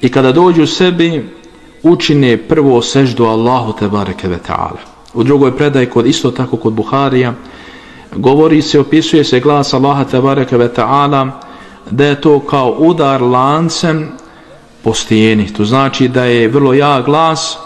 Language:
Bosnian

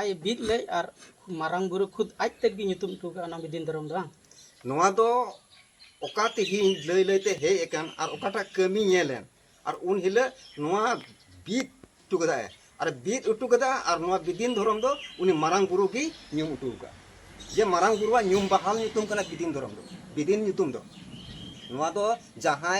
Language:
Santali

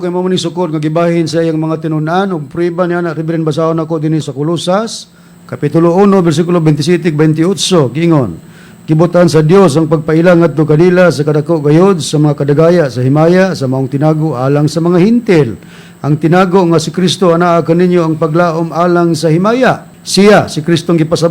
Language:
Cebuano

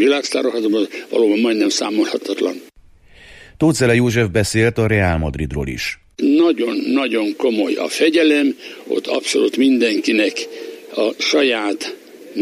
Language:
Hungarian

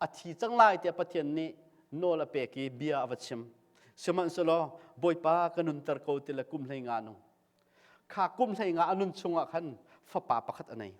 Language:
Hakha Chin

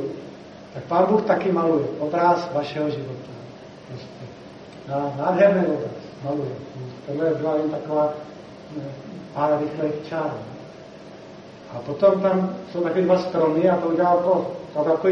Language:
Czech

